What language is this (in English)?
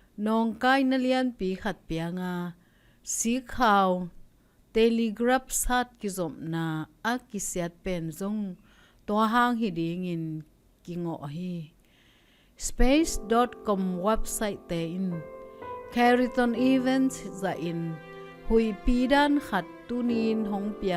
Tedim Chin